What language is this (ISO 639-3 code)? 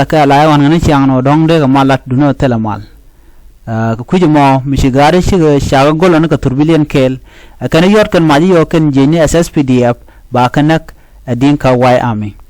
nus